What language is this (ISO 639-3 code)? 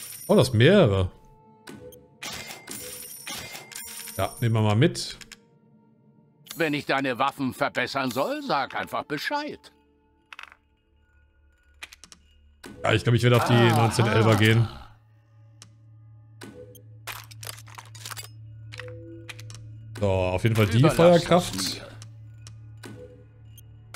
deu